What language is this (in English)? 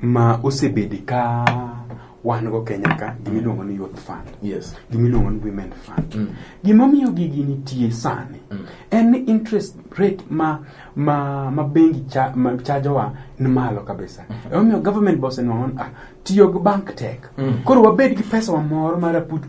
Luo (Kenya and Tanzania)